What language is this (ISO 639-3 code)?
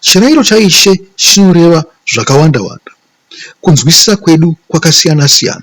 sna